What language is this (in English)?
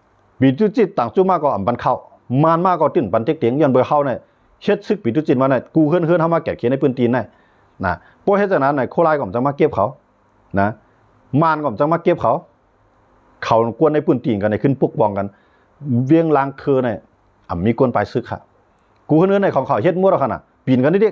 Shan